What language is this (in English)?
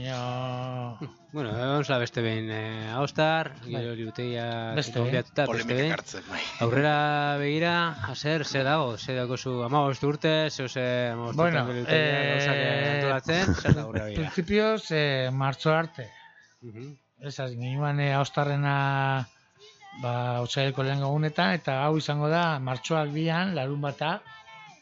Basque